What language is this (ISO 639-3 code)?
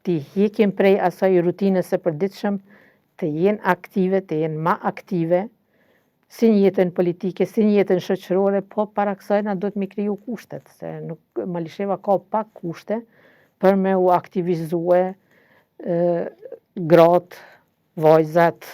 sqi